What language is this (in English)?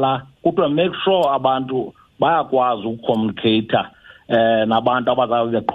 Xhosa